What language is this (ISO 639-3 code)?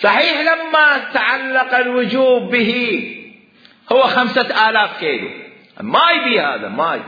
acm